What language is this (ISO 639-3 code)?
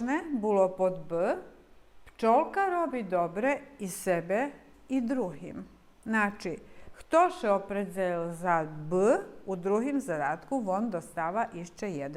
rue